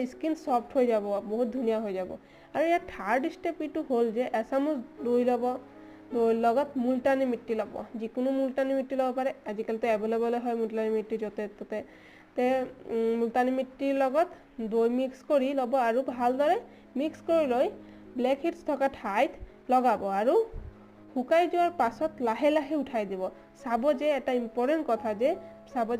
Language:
Assamese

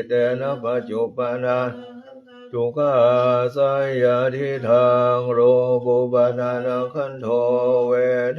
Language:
Pali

